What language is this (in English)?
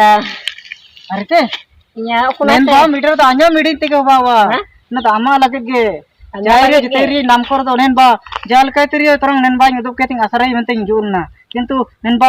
Ho